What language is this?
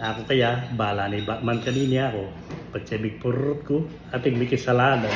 Pampanga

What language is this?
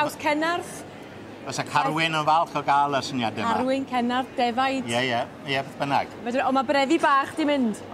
Welsh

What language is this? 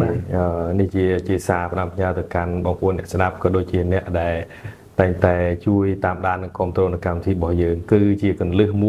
Khmer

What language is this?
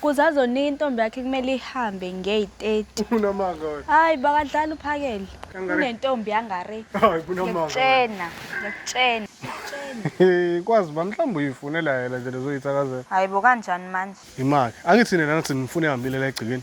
Zulu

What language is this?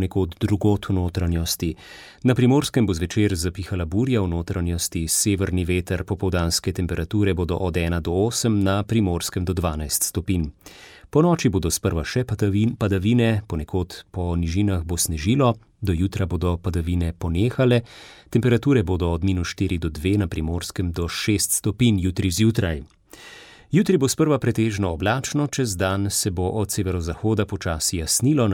Slovenian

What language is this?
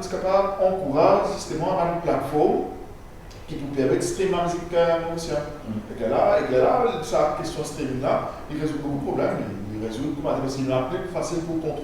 Morisyen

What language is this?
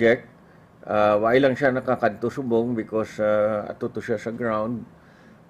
Hiligaynon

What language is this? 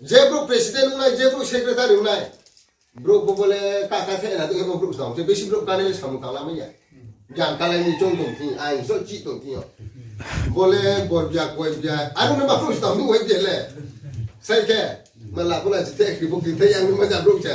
Riang (India)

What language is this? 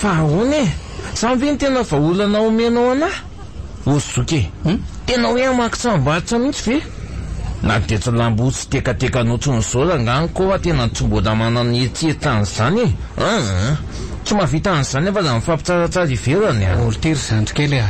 Malagasy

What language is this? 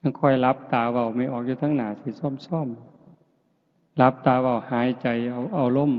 Northeastern Thai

